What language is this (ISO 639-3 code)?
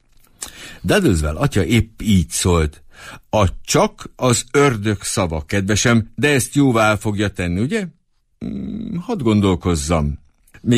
hun